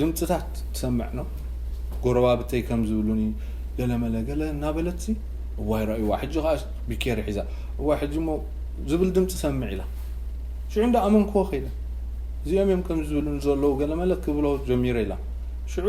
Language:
Tigrinya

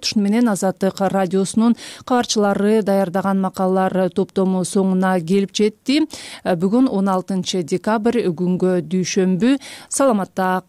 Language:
Kyrgyz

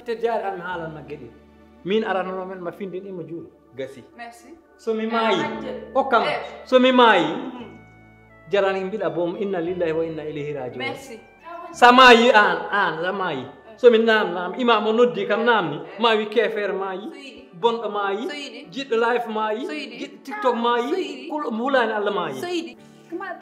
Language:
Fula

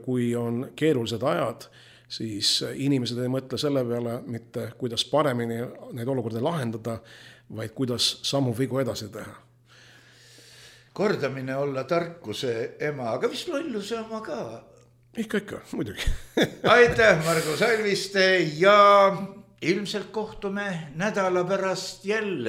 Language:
Estonian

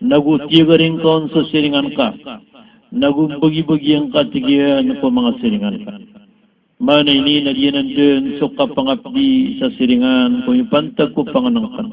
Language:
Maranao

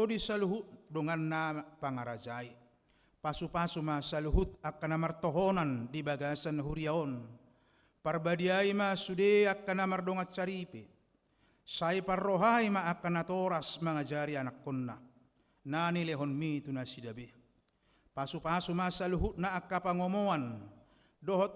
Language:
Batak Toba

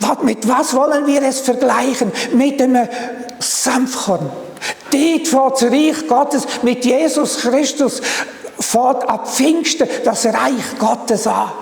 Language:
Swiss German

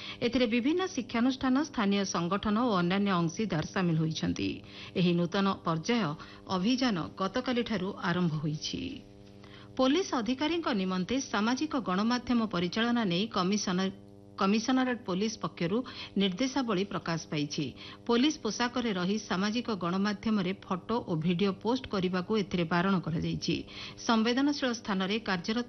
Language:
Odia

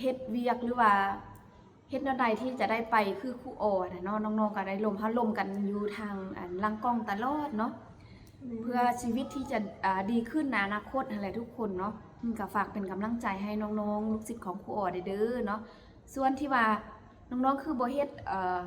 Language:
Lao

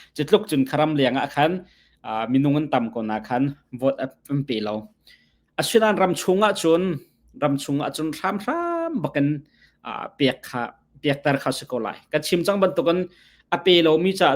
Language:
Hakha Chin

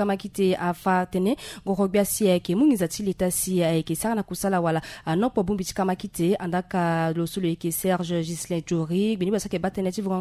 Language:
Sango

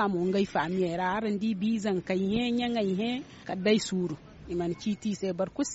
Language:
Zarma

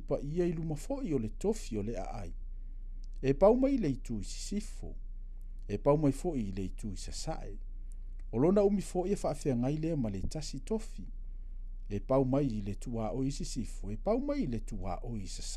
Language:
Samoan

